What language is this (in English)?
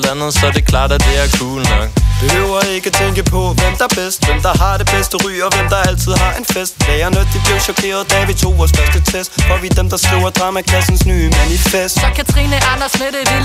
Danish